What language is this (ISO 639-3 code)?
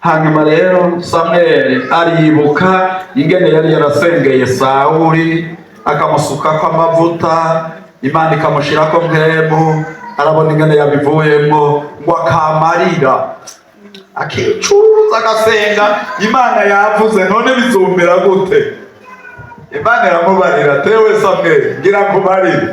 run